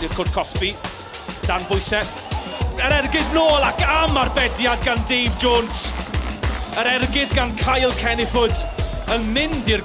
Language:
Welsh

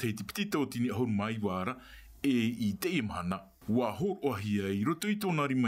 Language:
Tahitian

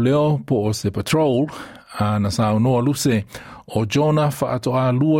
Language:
Samoan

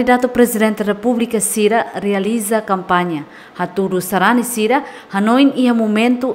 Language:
Tetum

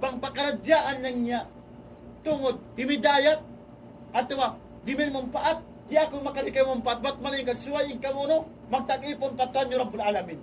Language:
Tausug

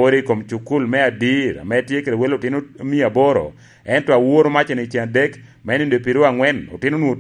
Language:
Lango (Uganda)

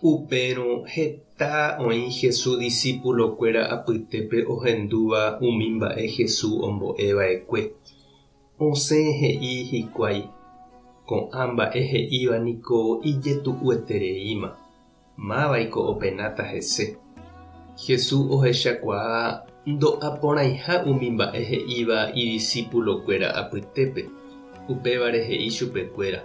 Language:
Guarani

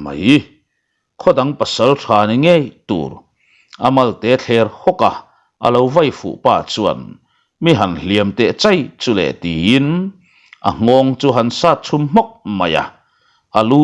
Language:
Mizo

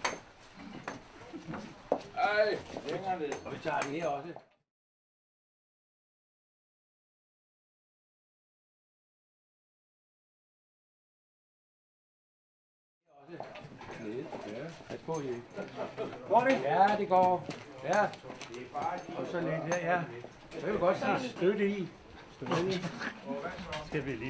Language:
Danish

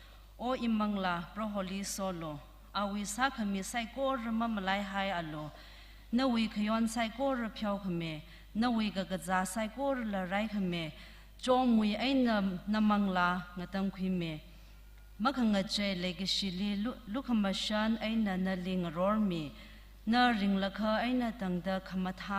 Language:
Tangkhul Naga (India)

